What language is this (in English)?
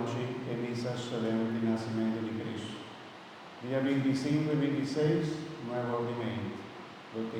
Papiamento